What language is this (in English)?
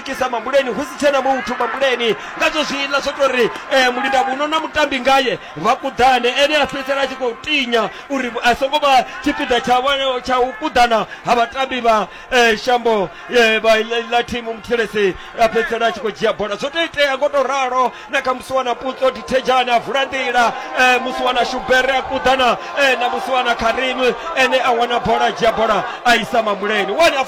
Venda